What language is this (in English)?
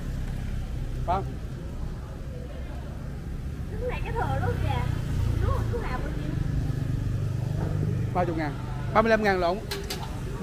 Vietnamese